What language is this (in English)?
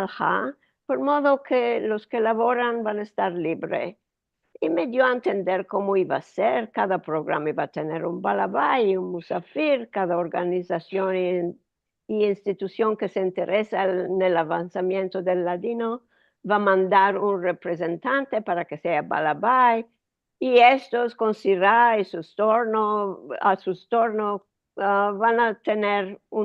Ladino